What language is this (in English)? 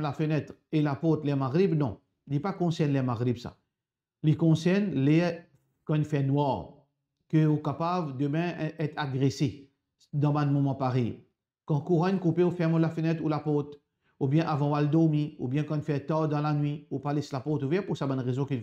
Morisyen